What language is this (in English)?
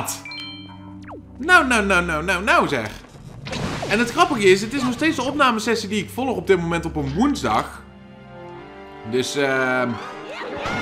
Dutch